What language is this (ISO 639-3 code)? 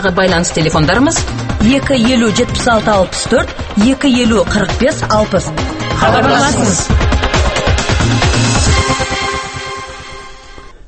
kaz